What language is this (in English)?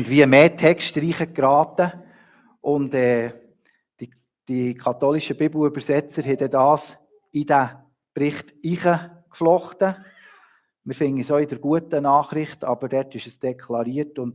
Swiss German